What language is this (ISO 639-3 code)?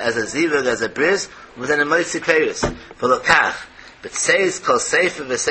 yid